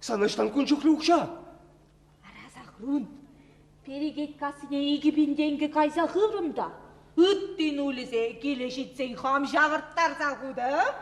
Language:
Chuvash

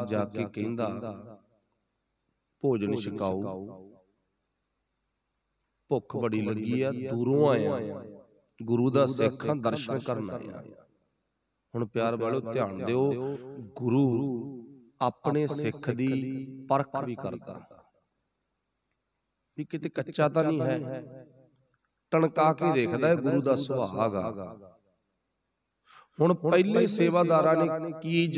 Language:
Punjabi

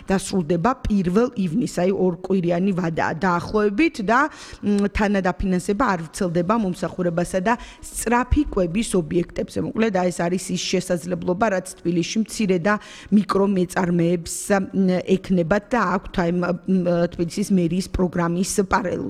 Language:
Georgian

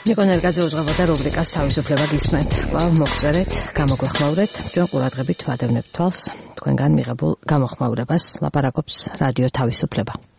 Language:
Georgian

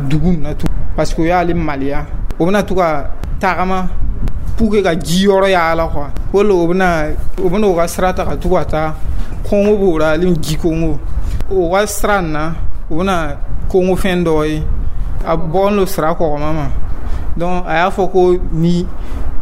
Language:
Dyula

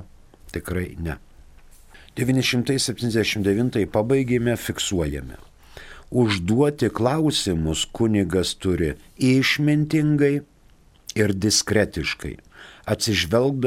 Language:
Lithuanian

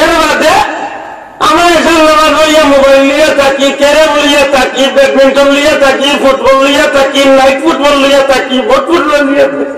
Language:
Sylheti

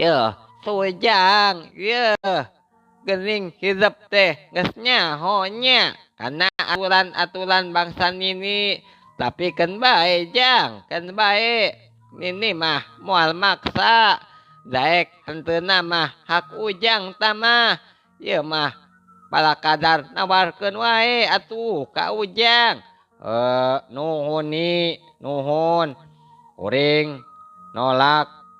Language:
Sundanese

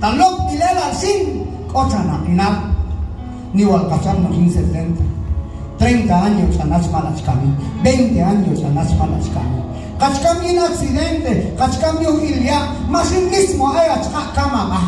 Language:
Q'anjob'al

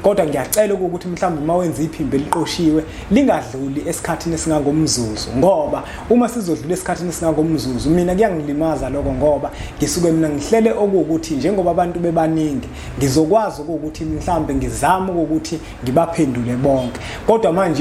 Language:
Zulu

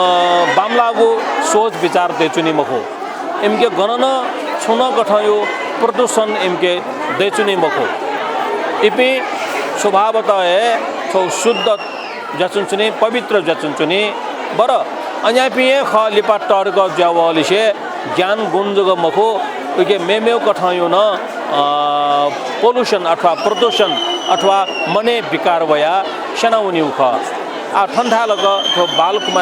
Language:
Newari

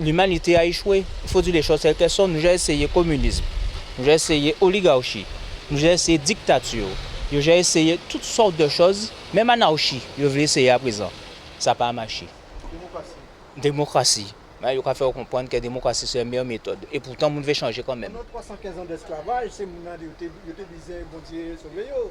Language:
Guadeloupean Creole French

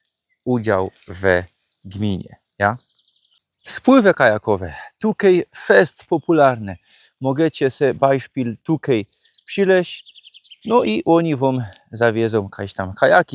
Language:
Silesian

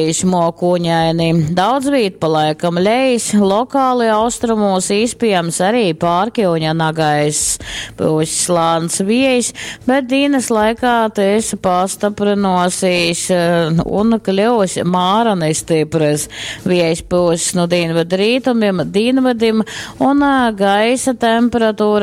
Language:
Latgalian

